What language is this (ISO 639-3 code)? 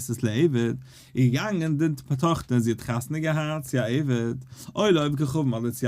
yid